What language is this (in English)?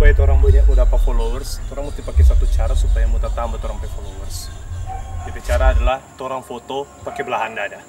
Manado Malay